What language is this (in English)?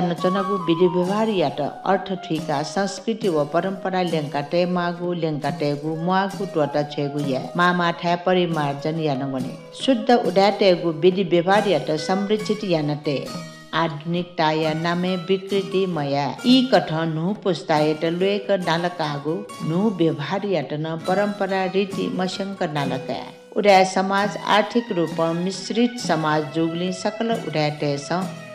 Newari